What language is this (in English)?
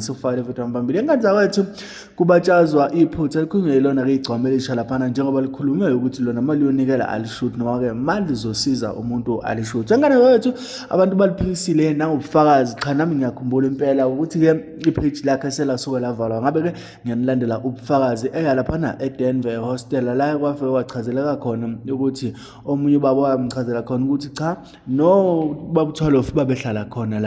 Zulu